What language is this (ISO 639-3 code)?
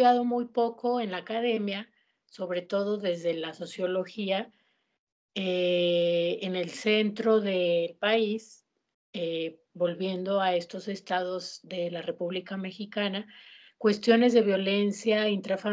spa